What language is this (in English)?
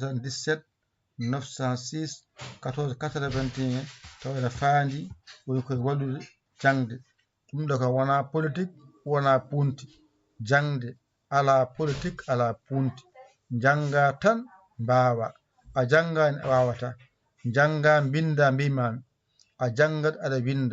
Fula